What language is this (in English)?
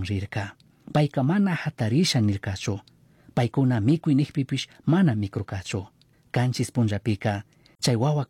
Chimborazo Highland Quichua